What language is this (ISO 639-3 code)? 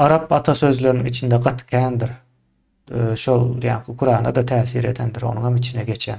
tuk